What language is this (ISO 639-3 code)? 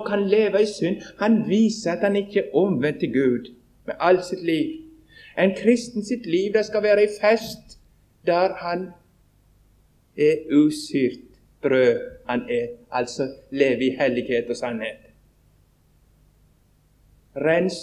nor